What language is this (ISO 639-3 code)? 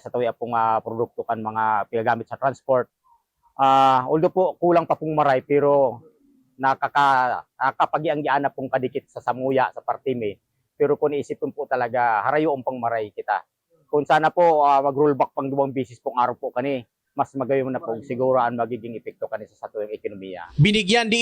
bik